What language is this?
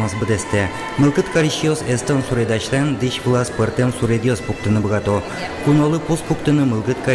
Udmurt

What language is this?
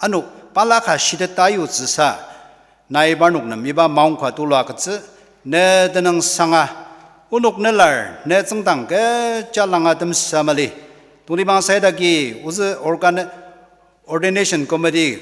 Ao Naga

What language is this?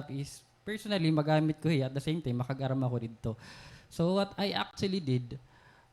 Waray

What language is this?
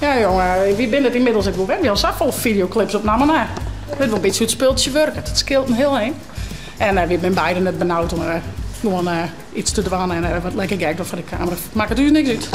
Western Frisian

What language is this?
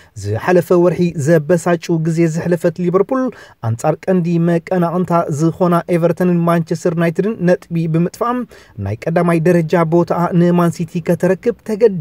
Tigrinya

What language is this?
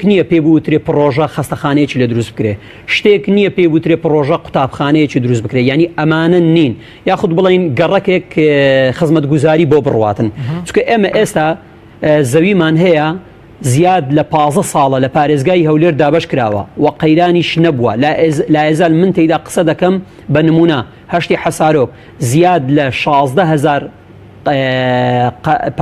Central Kurdish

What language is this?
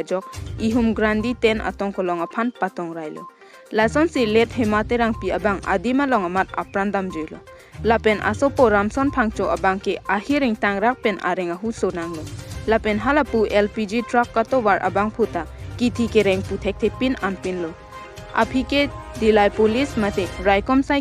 Karbi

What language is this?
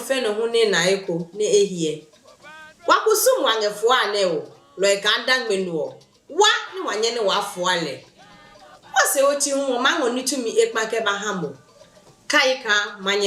Adangme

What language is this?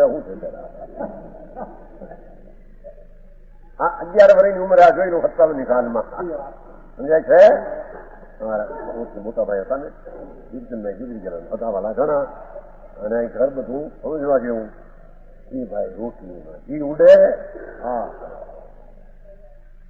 Gujarati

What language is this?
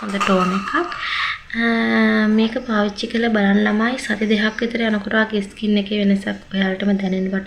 Sinhala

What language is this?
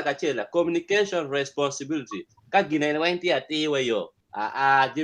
Acoli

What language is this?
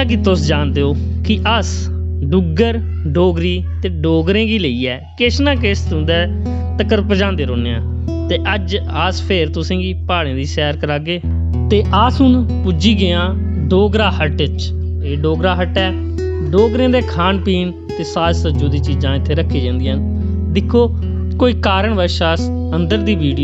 Dogri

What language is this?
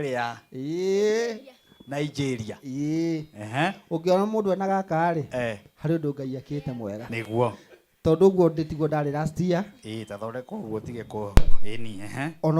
Kikuyu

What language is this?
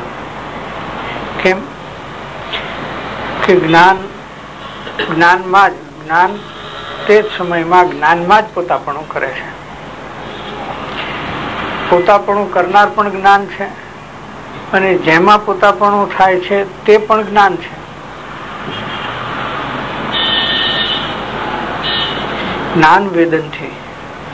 Gujarati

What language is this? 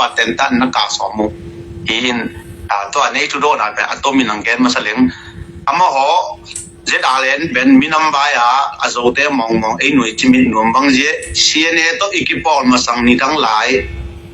Tedim Chin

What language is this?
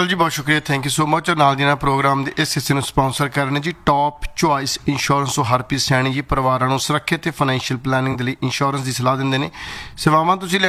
Punjabi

